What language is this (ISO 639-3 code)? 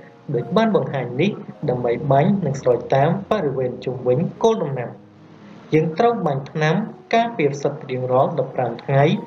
khm